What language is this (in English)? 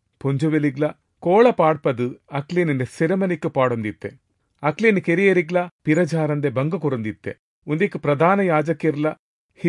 Tulu